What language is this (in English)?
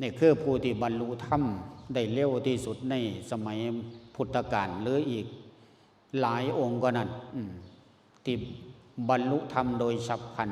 Lao